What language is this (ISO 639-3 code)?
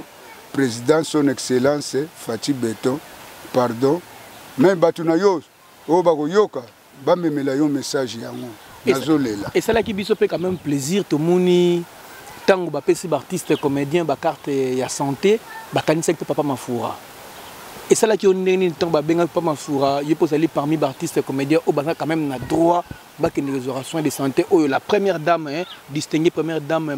lin